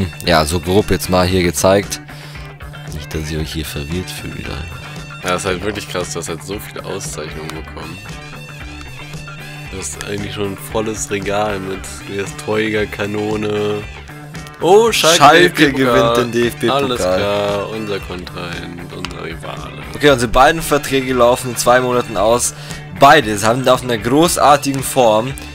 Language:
German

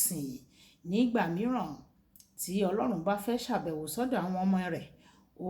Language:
Yoruba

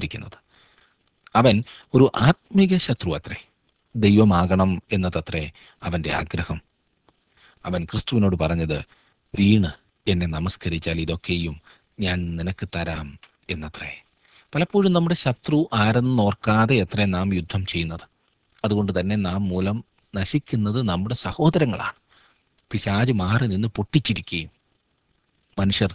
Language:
Malayalam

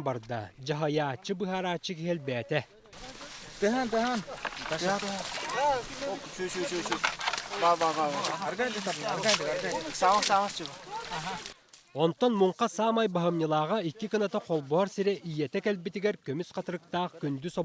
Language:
Yakut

